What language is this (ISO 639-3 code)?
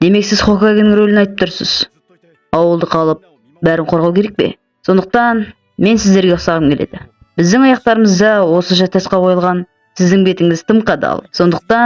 kaz